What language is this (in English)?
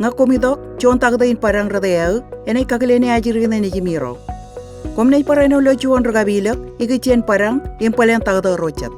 Marshallese